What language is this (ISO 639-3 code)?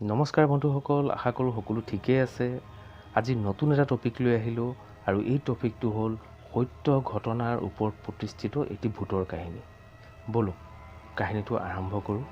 asm